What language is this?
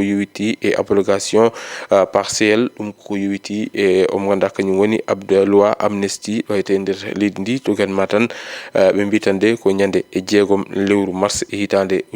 Fula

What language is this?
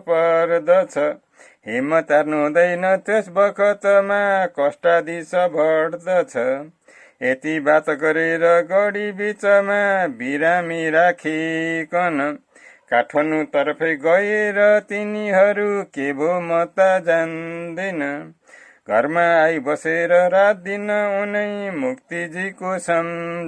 Nepali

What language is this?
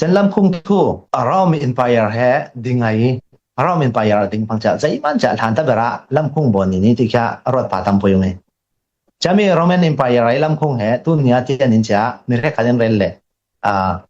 Falam Chin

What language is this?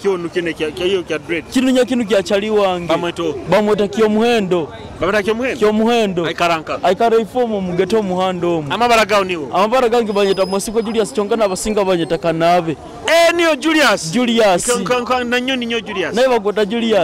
Nyoro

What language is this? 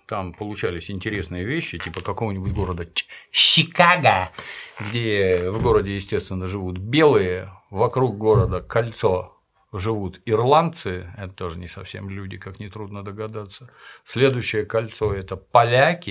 Russian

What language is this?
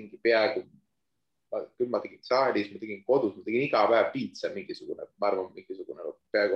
Estonian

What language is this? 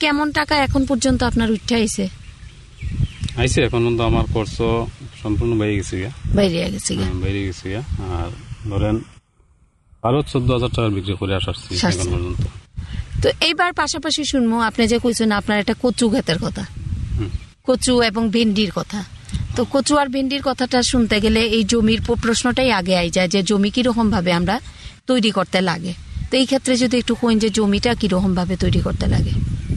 Bangla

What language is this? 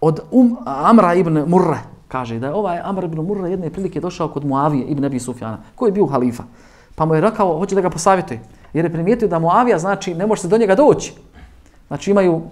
Bosnian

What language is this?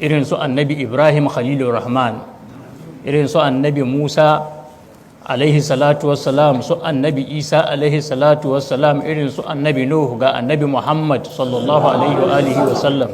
Hausa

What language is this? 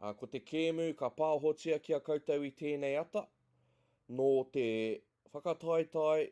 Māori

